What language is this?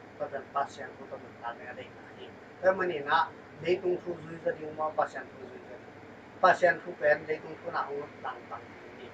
Tedim Chin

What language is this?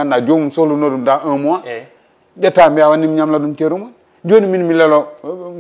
Fula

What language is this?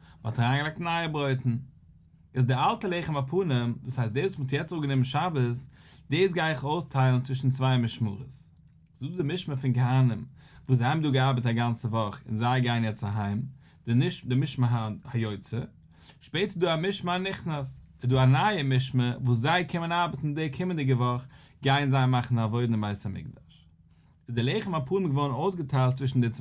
Yiddish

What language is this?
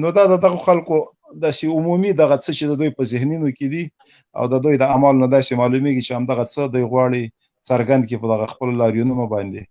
Pashto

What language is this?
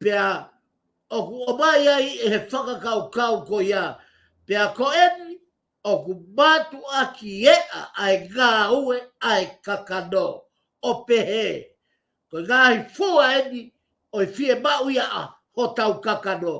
Tongan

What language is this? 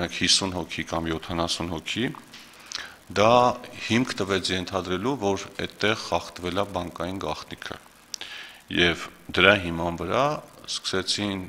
Armenian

